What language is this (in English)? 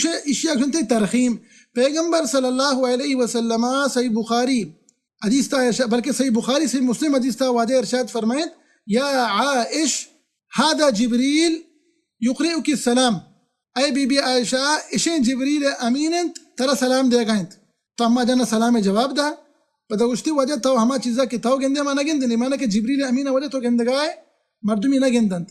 Baluchi